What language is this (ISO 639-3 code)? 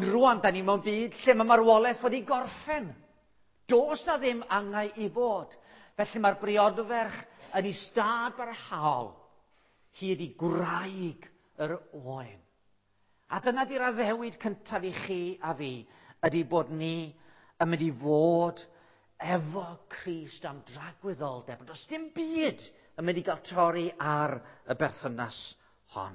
cym